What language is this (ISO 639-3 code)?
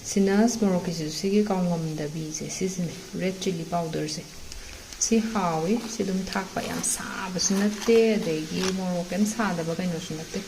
mni